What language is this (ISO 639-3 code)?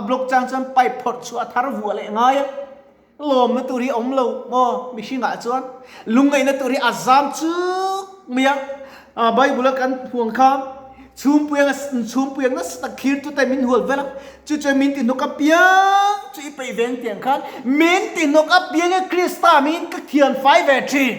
lus